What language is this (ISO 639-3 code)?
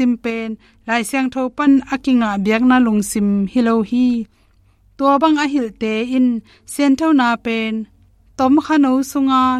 ctd